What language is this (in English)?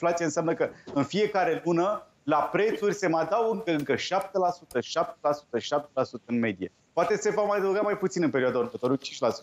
Romanian